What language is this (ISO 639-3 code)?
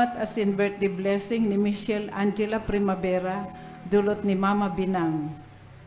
bik